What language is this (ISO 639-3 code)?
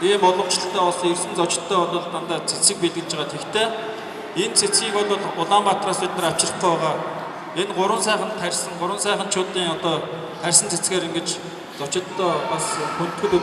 mon